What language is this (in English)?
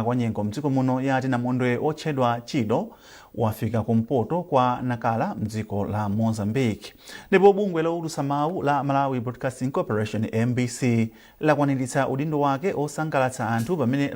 Nyanja